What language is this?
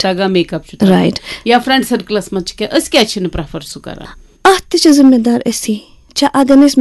Kashmiri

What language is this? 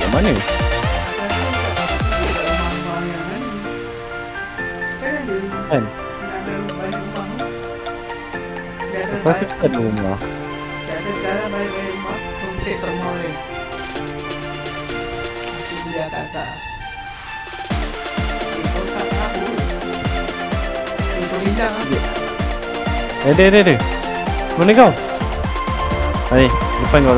Malay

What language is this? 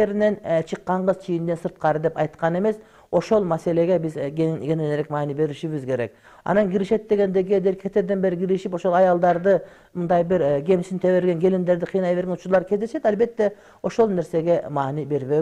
Kyrgyz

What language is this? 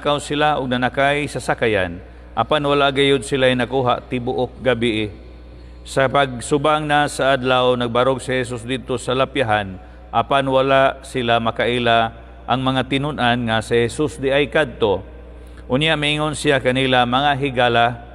Cebuano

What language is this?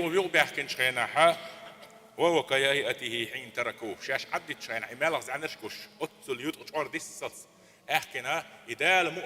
Chechen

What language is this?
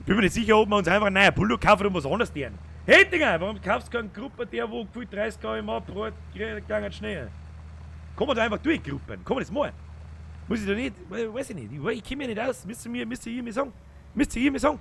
Bavarian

